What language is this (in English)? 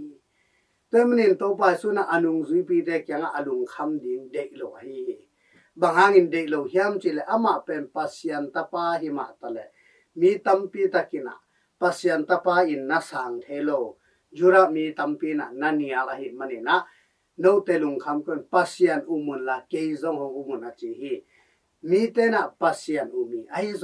Tedim Chin